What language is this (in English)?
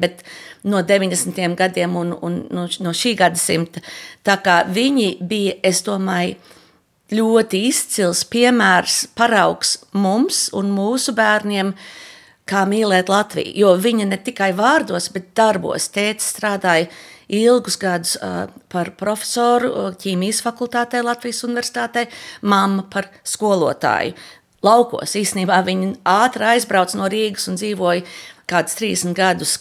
Latvian